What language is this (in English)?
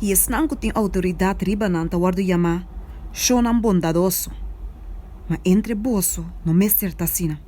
Papiamento